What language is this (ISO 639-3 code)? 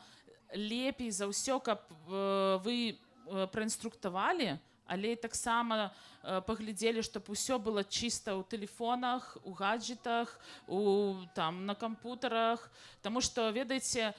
bel